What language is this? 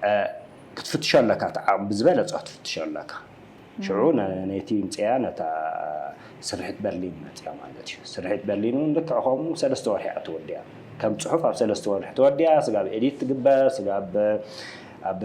Tigrinya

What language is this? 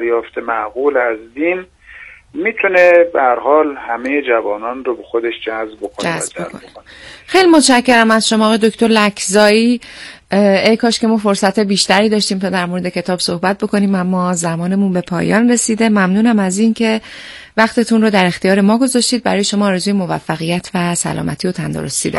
Persian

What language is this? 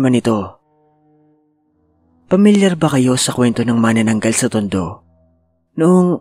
Filipino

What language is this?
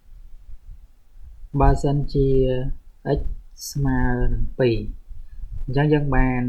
Khmer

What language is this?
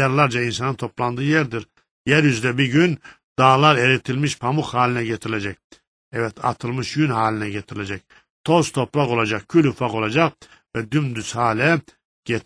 Turkish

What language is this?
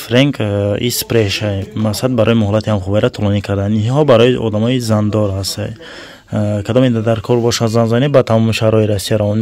Tajik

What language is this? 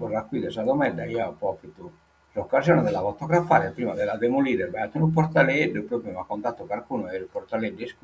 Sardinian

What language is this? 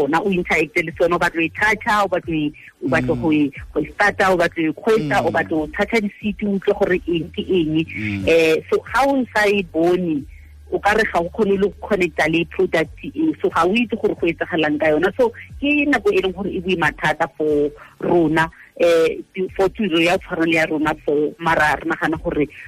Tswana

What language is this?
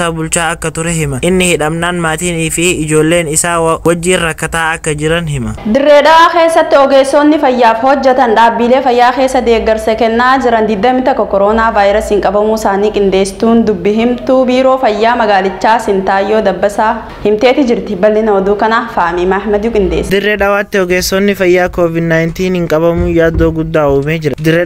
Oromo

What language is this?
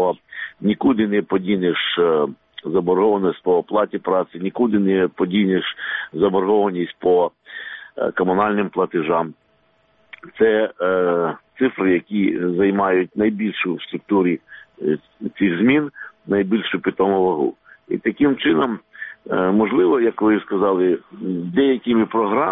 Ukrainian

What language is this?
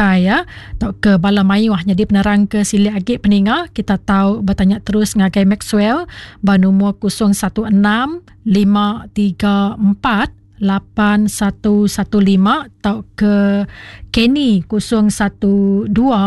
Iban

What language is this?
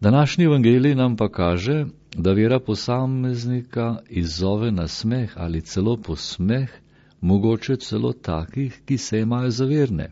Slovenian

